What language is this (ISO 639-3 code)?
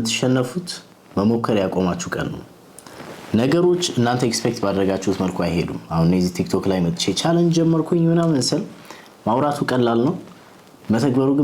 amh